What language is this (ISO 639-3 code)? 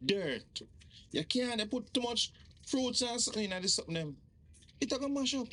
jam